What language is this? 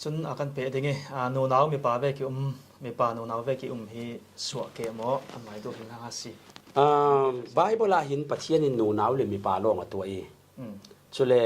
Falam Chin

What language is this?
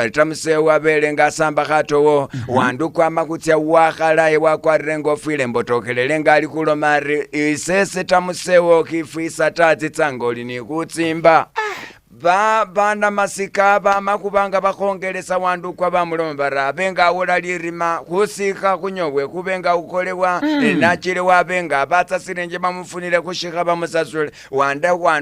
Masaaba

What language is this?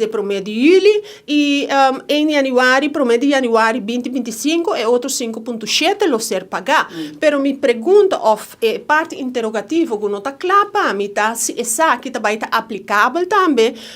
Papiamento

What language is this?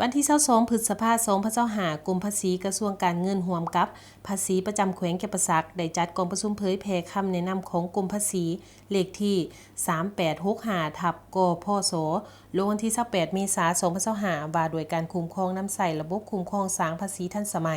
Lao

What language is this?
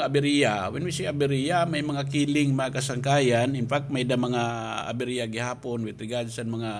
Waray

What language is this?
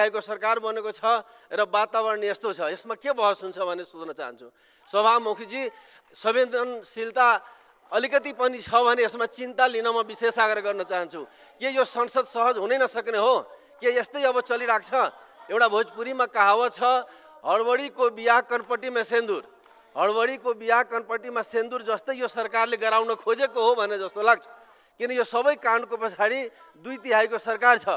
Nepali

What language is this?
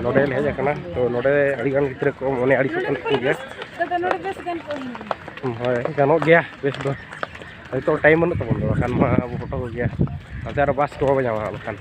Santali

